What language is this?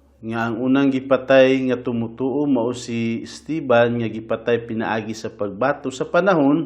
Cebuano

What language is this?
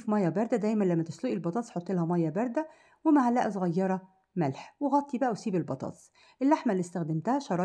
Egyptian Arabic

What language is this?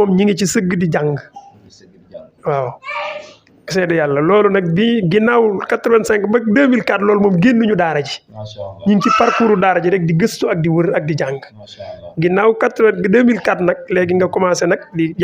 Wolof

